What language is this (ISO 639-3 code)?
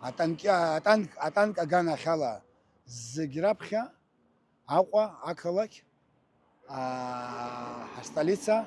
abk